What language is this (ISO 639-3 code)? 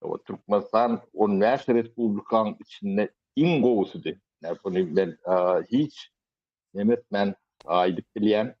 tuk